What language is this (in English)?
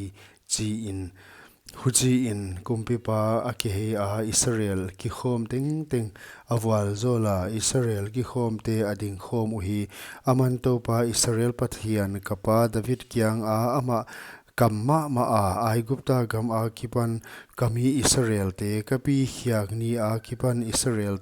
Paite Chin